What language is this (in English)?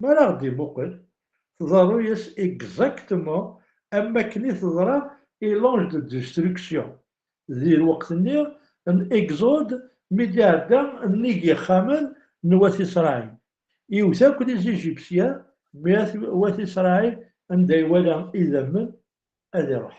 Kabyle